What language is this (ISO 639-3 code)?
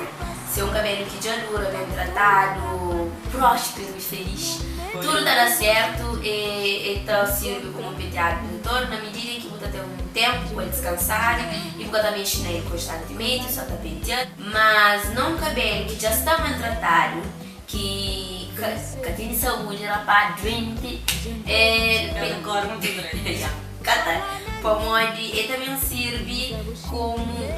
kea